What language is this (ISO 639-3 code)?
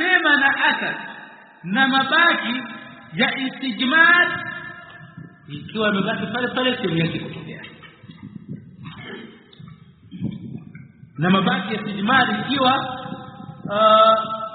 swa